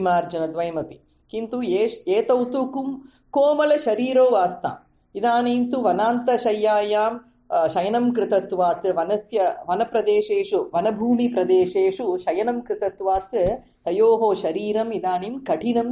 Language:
Sanskrit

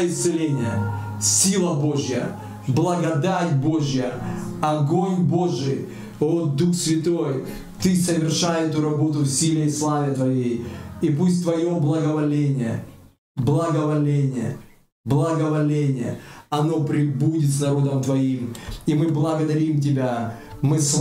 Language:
Russian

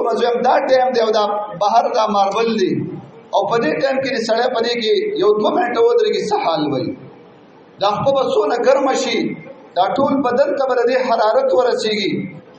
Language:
Pashto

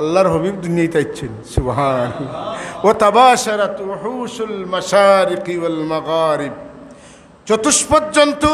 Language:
Sylheti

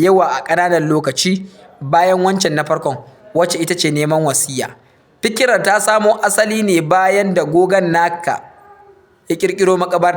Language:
Hausa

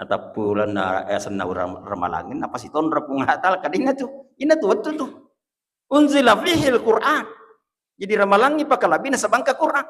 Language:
Buginese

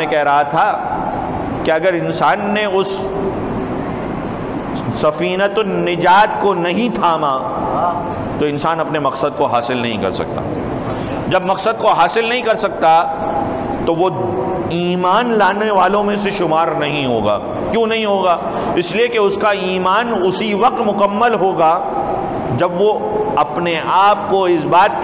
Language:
Urdu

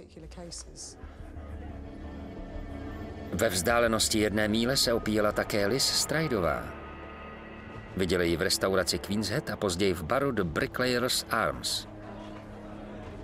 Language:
Czech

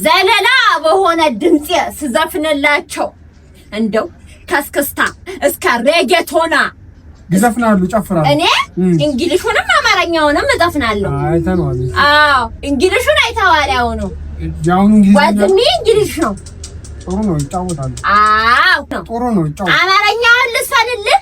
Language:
Amharic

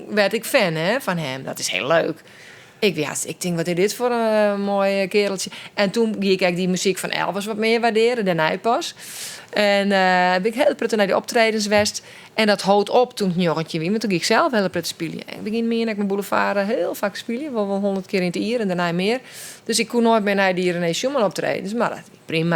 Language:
Western Frisian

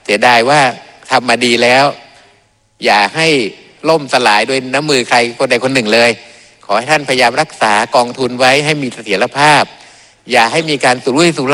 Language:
Thai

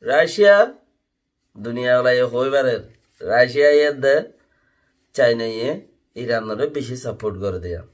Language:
Rohingya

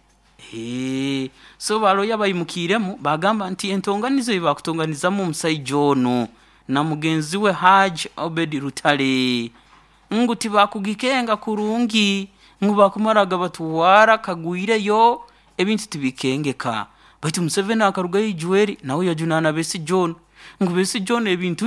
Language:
Nyoro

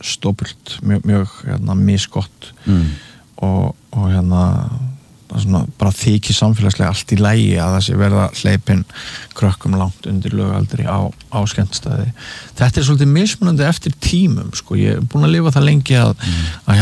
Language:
Icelandic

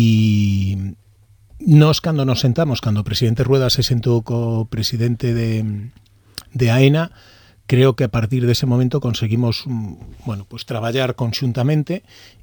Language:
Galician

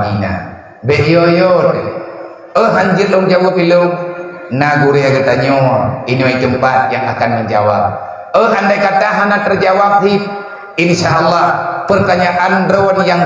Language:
Achinese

